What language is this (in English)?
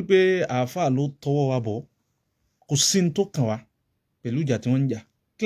Yoruba